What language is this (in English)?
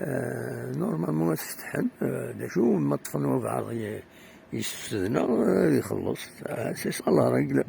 Kabyle